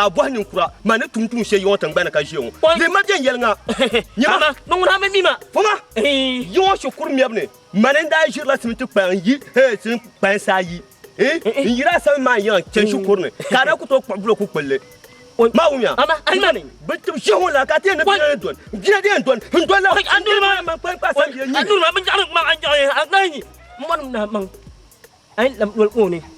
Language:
Dagbani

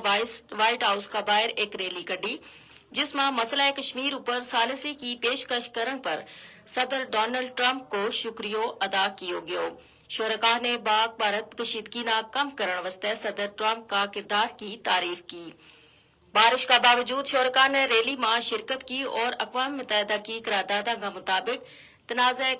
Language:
Gujari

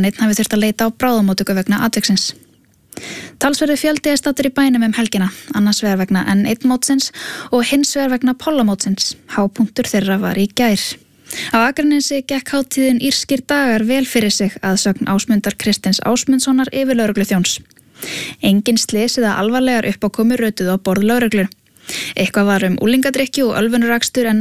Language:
Icelandic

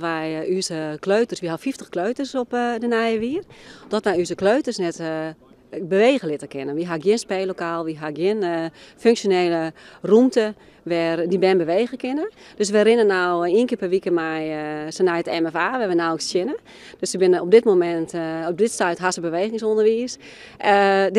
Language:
Western Frisian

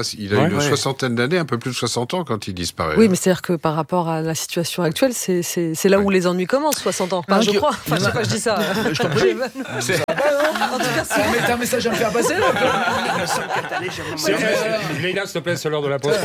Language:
French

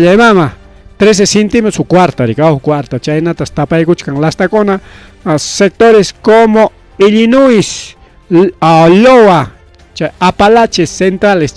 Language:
Ayacucho Quechua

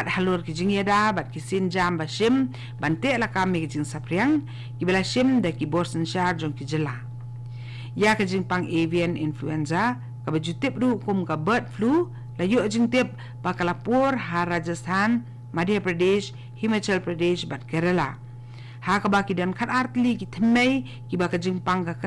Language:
Khasi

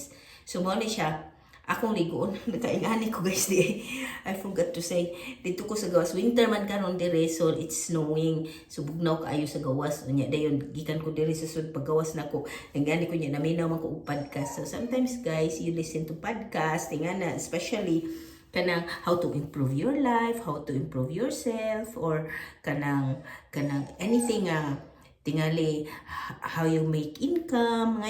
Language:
Cebuano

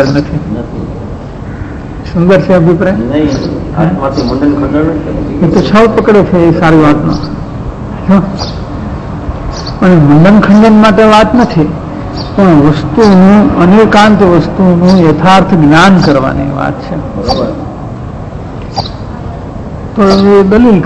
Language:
Gujarati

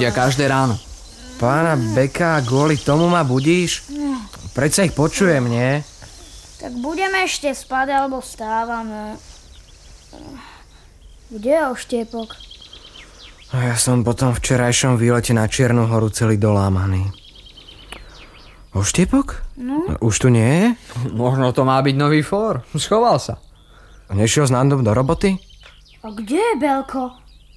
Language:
Slovak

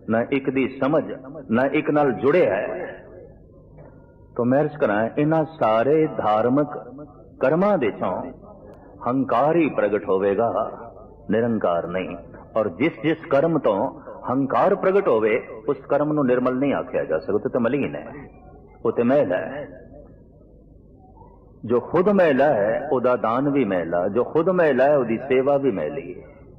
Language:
Punjabi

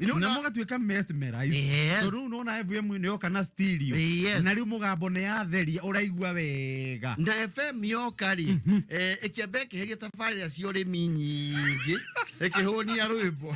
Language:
Kikuyu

